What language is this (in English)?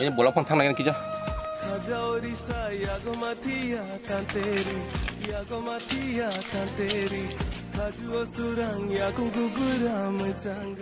Kok Borok